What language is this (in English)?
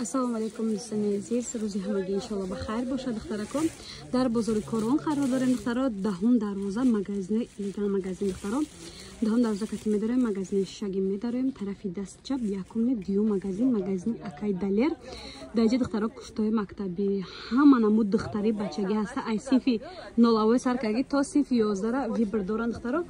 Tajik